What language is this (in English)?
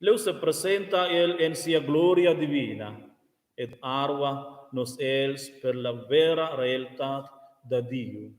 Romansh